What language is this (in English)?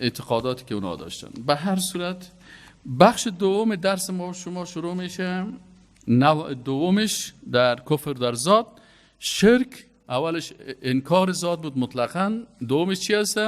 Persian